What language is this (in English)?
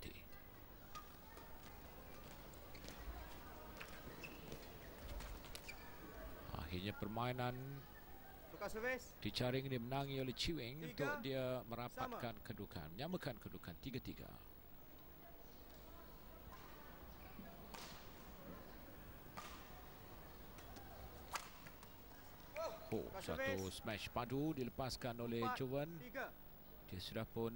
Malay